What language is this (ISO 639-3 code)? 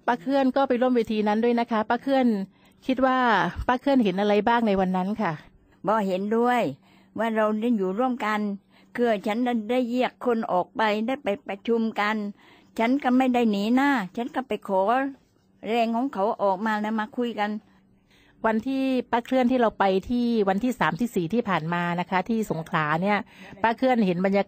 tha